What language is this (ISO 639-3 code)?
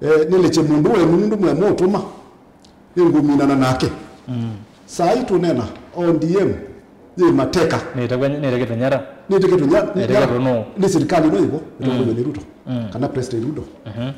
kam